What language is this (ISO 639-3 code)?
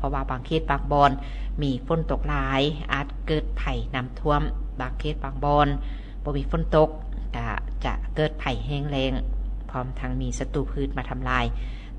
lao